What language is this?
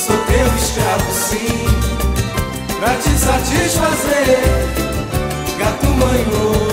Portuguese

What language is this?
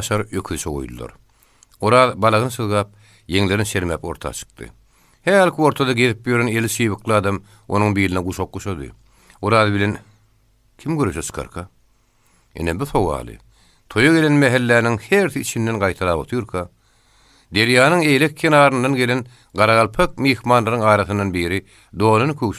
Turkmen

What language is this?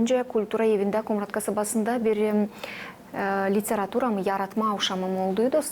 Gagauz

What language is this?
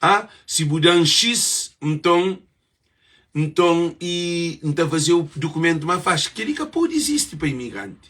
Kabuverdianu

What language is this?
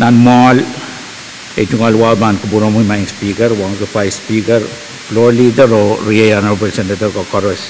Pohnpeian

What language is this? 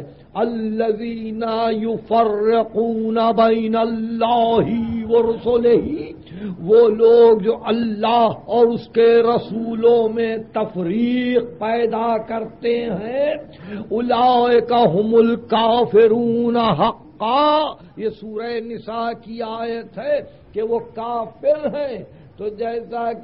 Urdu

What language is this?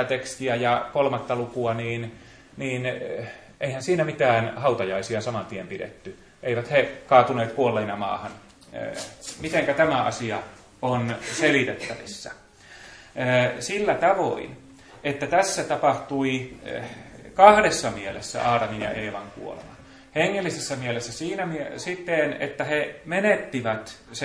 Finnish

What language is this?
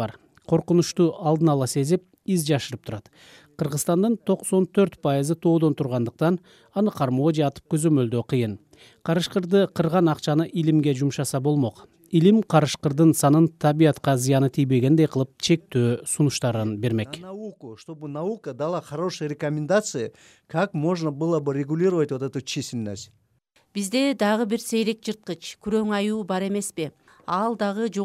Kyrgyz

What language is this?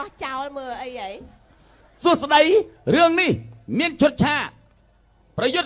Khmer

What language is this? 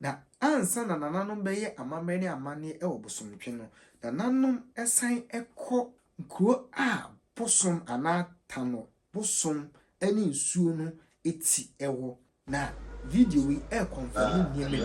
Akan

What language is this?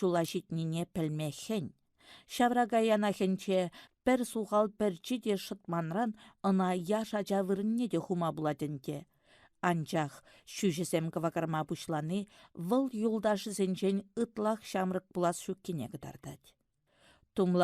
Chuvash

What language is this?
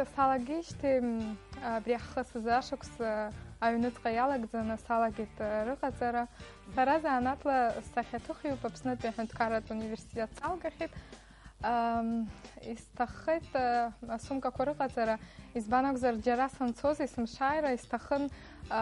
Abkhazian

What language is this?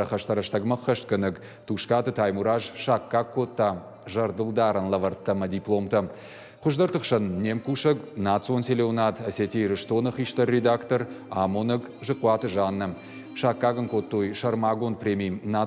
Ossetic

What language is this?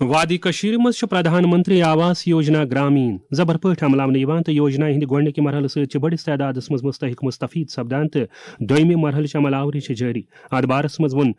Kashmiri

